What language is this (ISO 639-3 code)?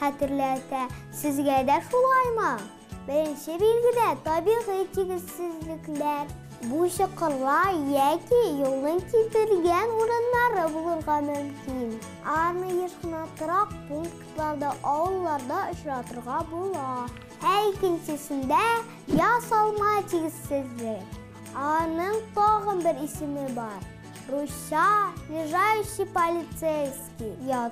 tat